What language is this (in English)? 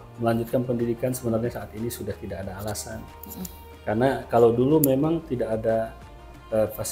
Indonesian